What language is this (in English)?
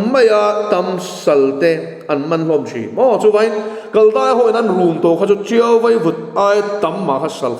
Mizo